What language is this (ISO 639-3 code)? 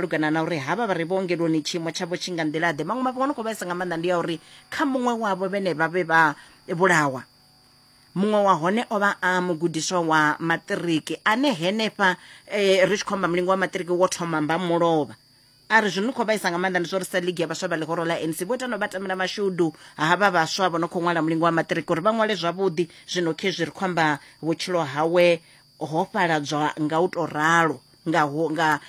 ven